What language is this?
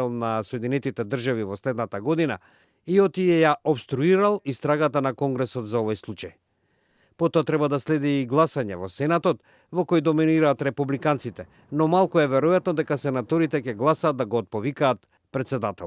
Macedonian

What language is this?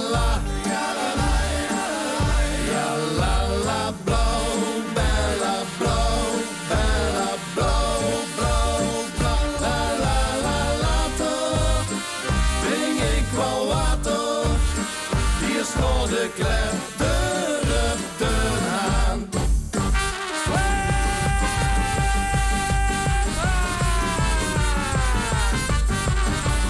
Dutch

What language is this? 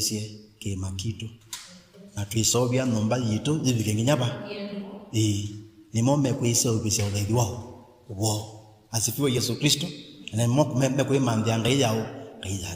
Kamba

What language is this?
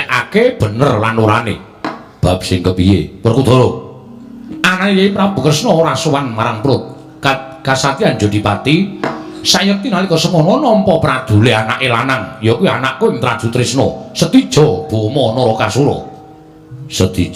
Javanese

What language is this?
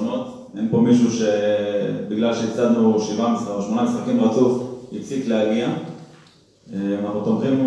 Hebrew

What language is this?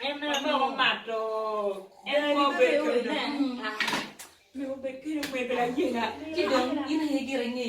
Acoli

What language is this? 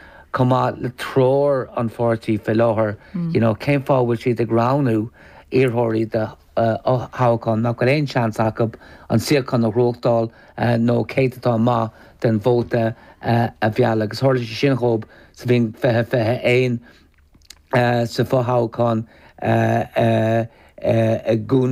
Irish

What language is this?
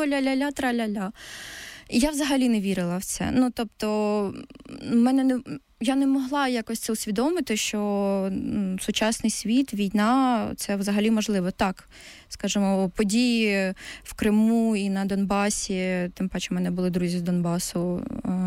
Ukrainian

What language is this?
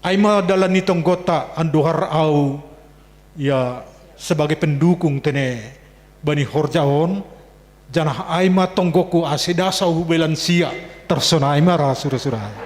Batak Simalungun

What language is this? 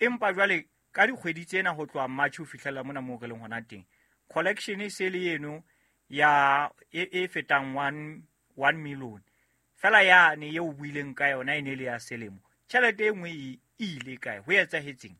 Southern Sotho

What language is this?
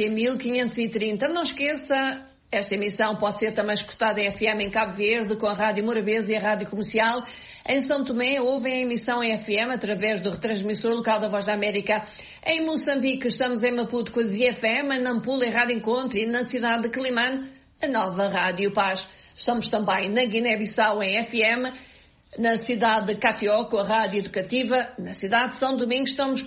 Portuguese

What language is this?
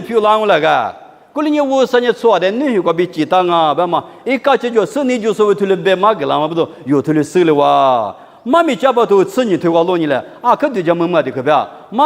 Lisu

